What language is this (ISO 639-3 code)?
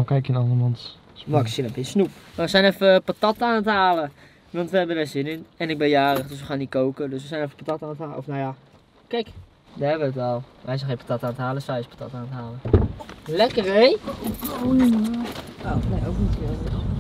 nld